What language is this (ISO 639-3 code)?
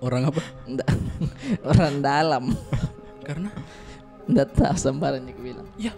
mfp